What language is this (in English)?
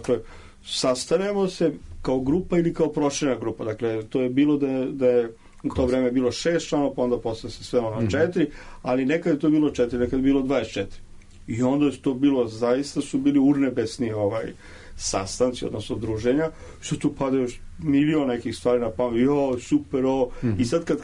Serbian